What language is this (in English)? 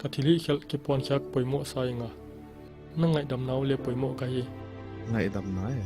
Paite Chin